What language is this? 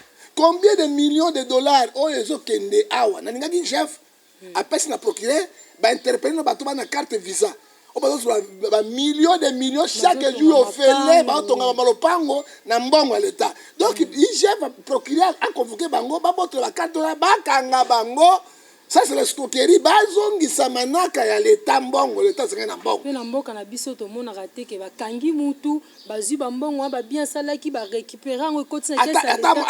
Lingala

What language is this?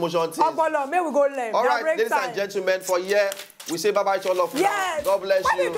Nigerian Pidgin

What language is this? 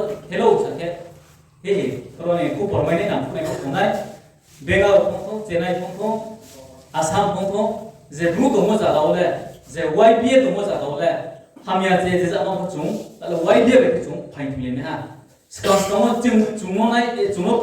Riang (India)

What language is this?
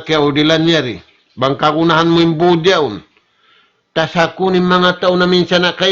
Tausug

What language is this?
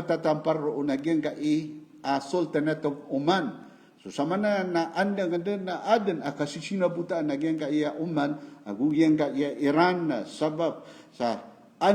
Maranao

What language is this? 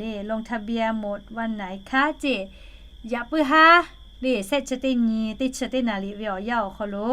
Lahu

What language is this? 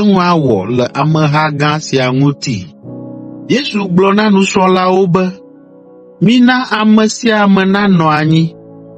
Ewe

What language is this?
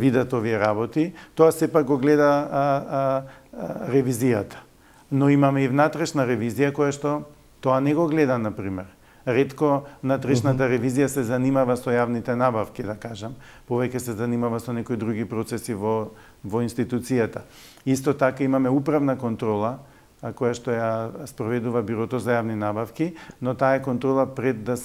Macedonian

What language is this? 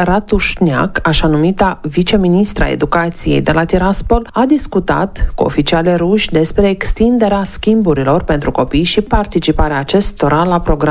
Romanian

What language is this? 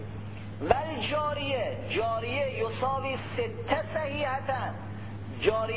Persian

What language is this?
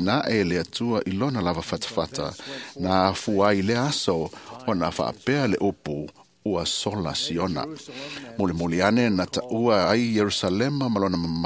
Samoan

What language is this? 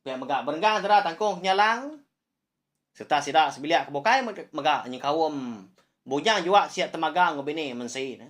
Iban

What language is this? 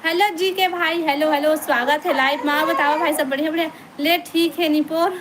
Chhattisgarhi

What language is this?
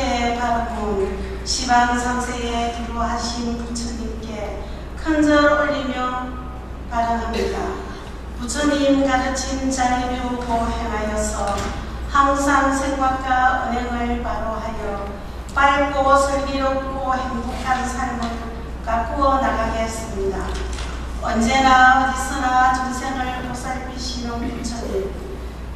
Korean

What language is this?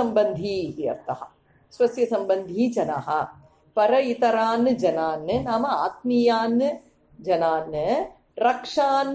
Sanskrit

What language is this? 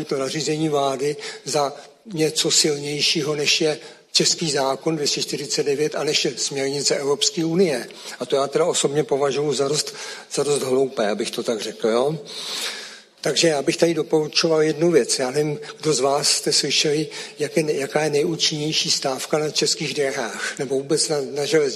Czech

